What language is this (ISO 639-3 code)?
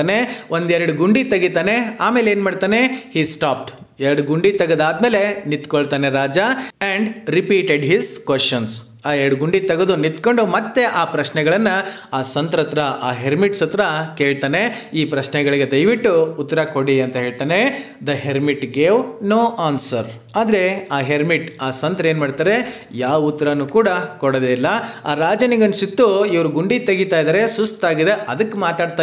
kan